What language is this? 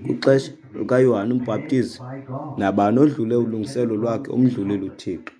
Xhosa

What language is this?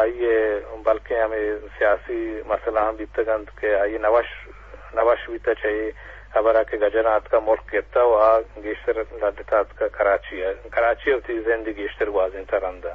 Eastern Balochi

